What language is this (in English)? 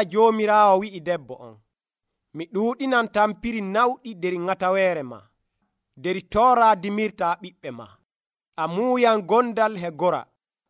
Nigerian Fulfulde